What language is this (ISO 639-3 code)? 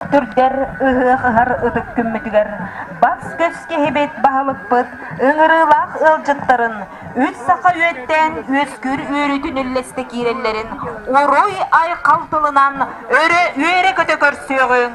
sah